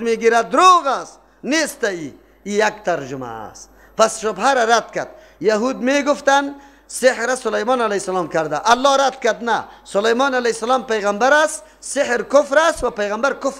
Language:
Persian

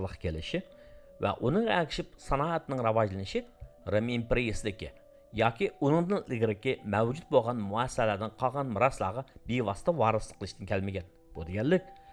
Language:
Uyghur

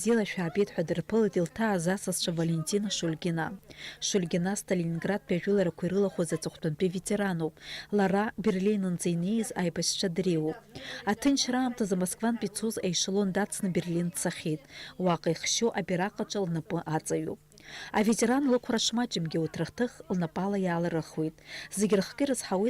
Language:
Abkhazian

